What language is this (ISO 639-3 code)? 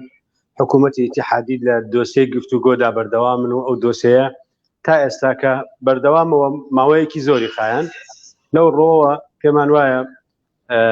ckb